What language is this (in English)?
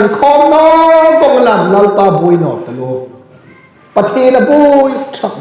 Hmar